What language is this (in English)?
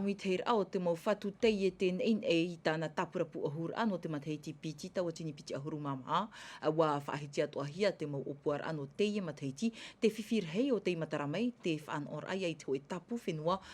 Tahitian